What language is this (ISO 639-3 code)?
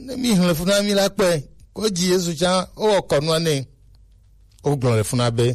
gej